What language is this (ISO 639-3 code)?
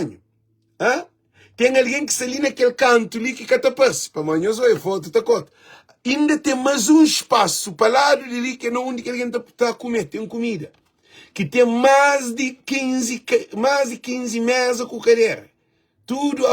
kea